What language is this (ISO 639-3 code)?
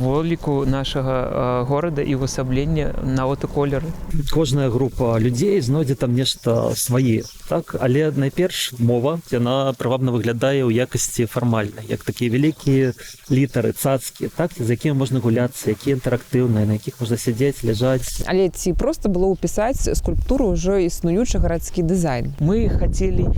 bel